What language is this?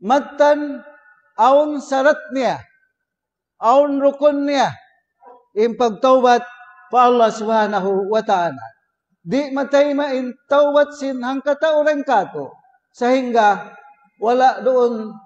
Tausug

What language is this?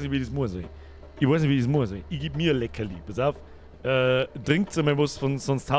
Bavarian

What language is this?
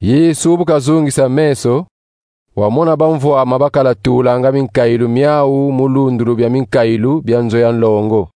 Kongo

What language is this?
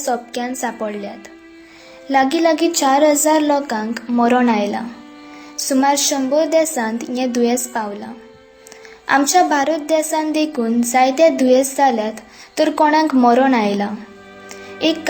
Konkani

